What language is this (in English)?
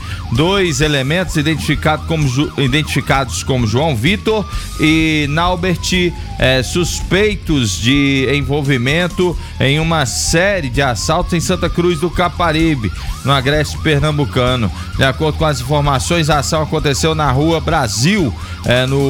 Portuguese